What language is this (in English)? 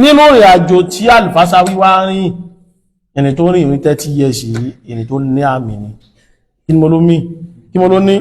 Yoruba